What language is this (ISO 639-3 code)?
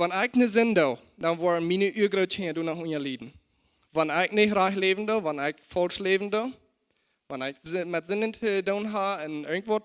pdt